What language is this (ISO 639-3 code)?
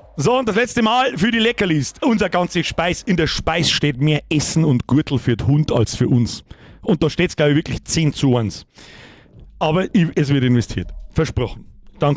bar